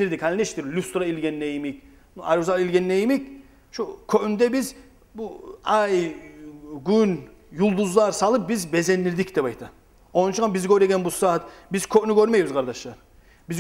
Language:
Kumyk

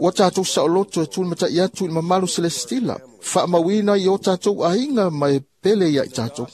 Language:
Samoan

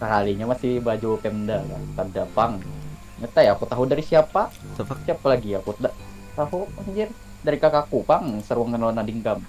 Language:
Banjar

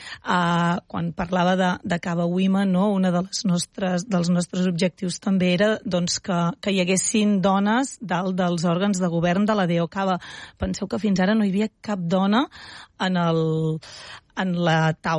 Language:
Catalan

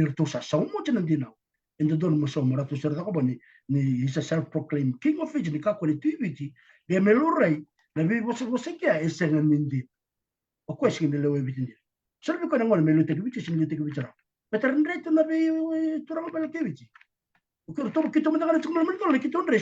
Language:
Fijian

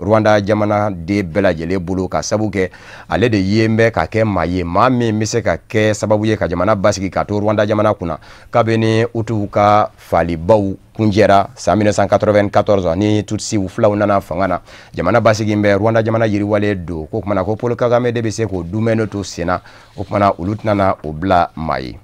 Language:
Bambara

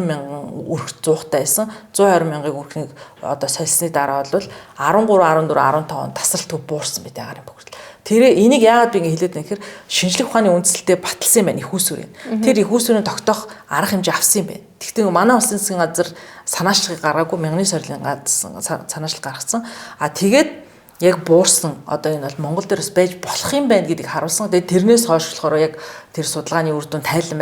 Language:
Mongolian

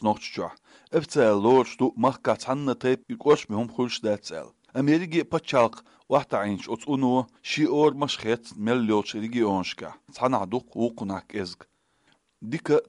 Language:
Chechen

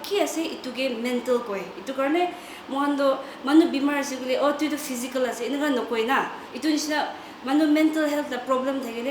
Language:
Naga Pidgin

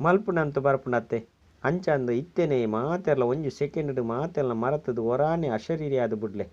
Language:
Tulu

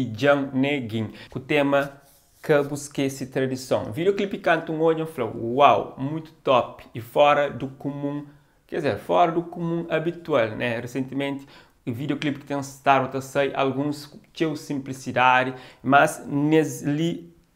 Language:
Kabuverdianu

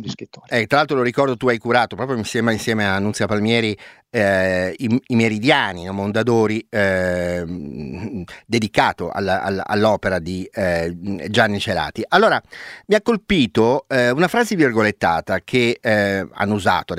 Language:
Italian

